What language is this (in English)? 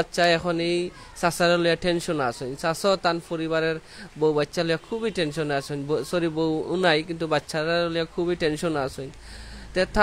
Sylheti